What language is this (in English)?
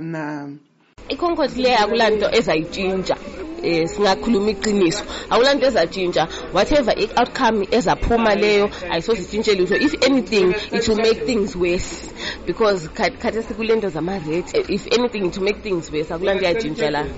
North Ndebele